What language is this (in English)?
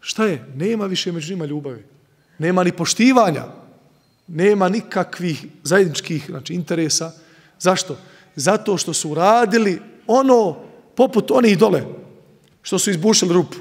Bosnian